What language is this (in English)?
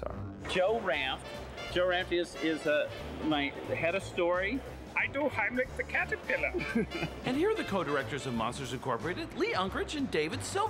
English